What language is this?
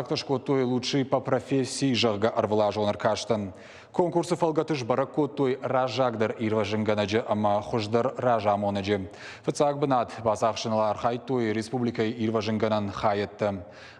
Ossetic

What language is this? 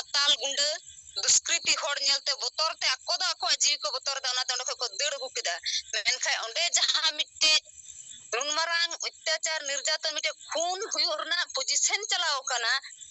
Santali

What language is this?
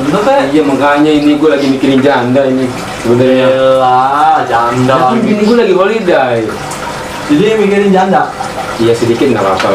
Betawi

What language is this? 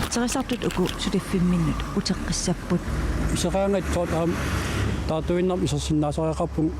Kalaallisut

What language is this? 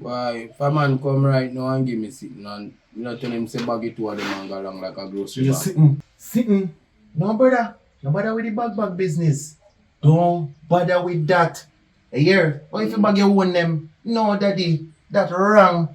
Jamaican Creole English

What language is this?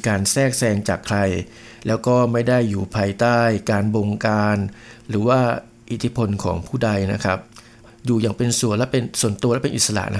Thai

